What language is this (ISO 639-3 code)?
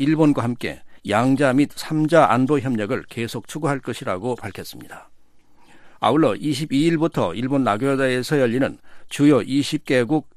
kor